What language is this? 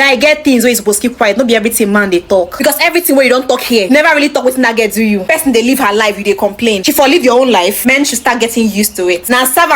Nigerian Pidgin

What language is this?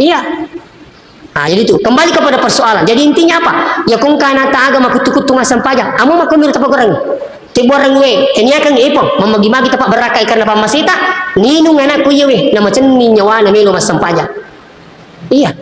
Buginese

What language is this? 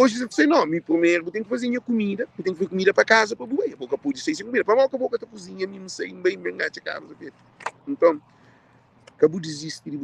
Kabuverdianu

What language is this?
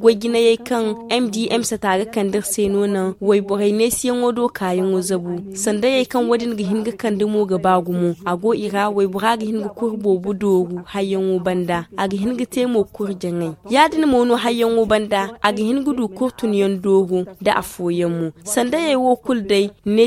Zarma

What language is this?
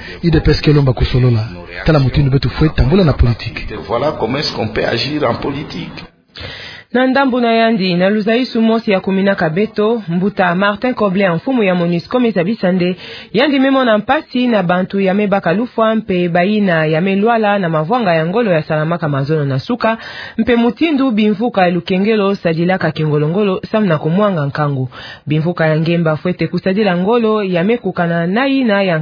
Kituba (Democratic Republic of Congo)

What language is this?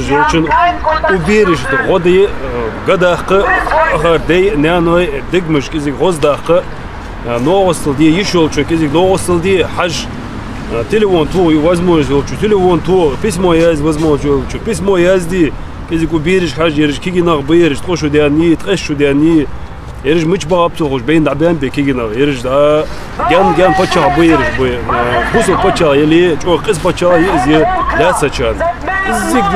Ingush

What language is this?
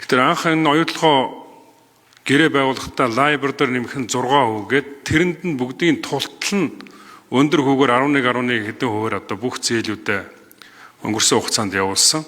Mongolian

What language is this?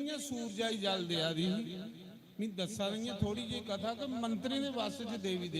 Dogri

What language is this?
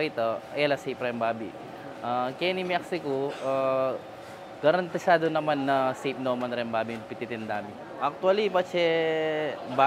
Pampanga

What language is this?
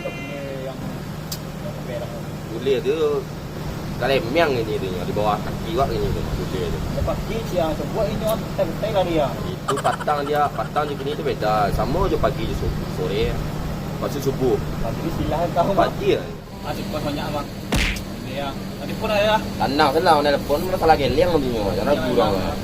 Minangkabau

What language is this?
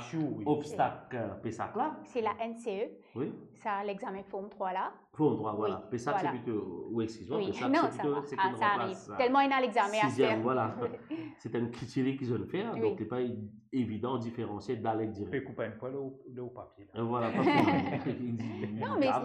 Morisyen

